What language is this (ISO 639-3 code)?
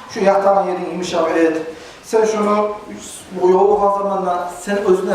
kum